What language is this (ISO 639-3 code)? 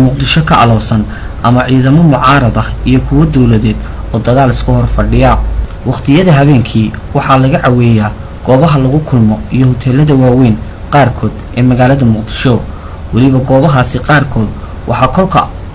som